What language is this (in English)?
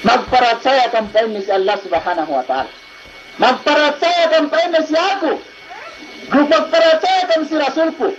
Yakan